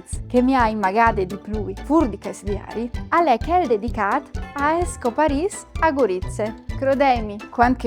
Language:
Friulian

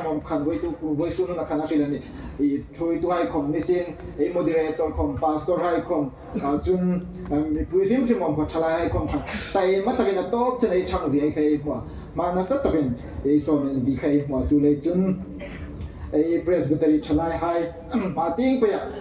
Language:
Hmar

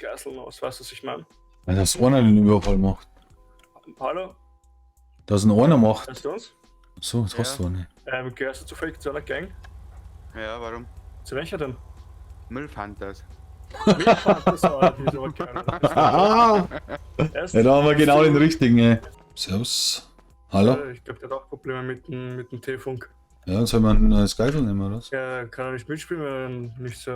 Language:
Bavarian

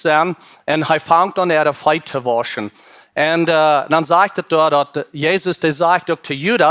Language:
Plautdietsch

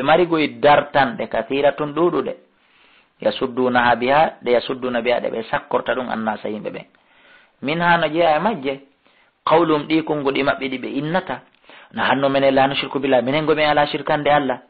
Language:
Fula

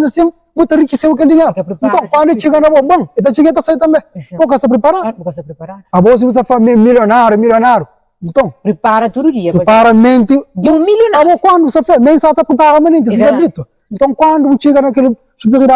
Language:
Kabuverdianu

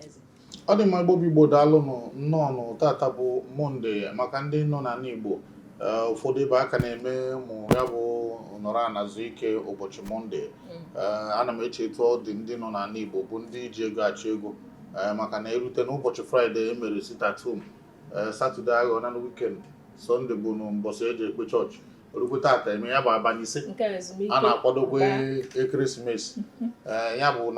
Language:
Igbo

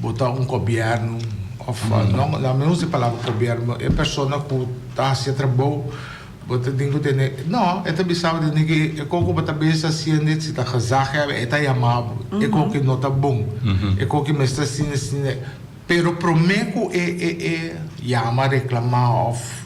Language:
Papiamento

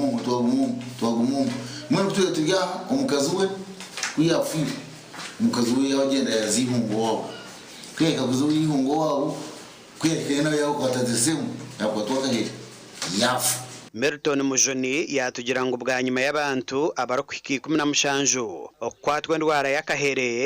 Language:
Nyankole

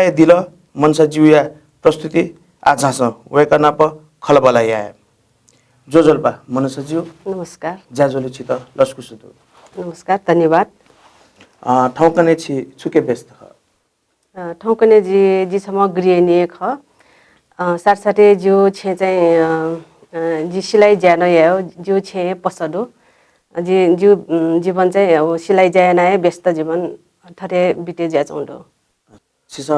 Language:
Newari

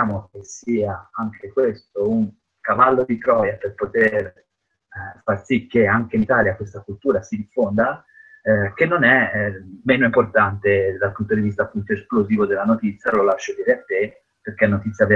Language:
Italian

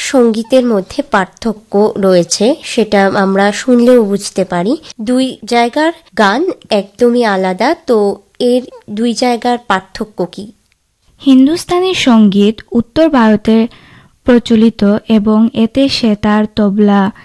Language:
Bangla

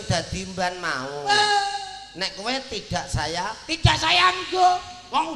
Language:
Javanese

